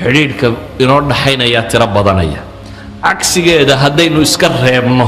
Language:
Somali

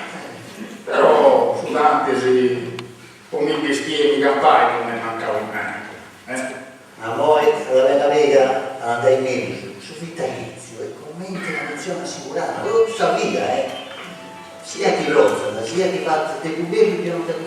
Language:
Sardinian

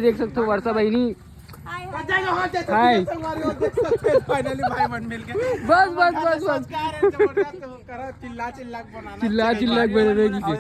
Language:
Chhattisgarhi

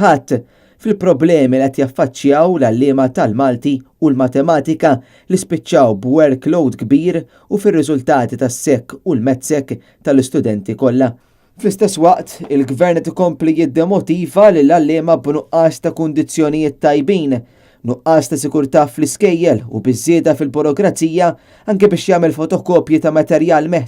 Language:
Maltese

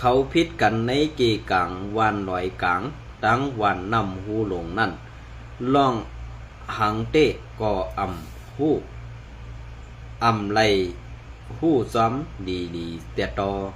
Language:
Shan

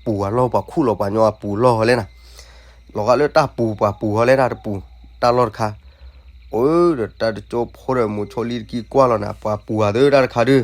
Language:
S'gaw Karen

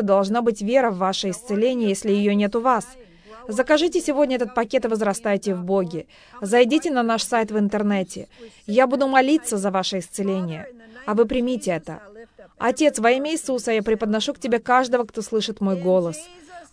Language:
Russian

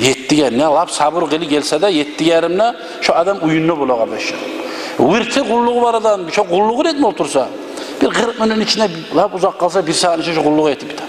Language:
Kumyk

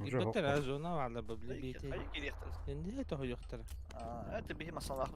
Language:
Yakut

